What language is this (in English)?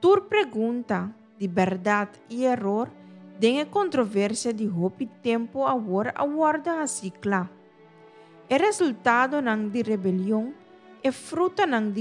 Papiamento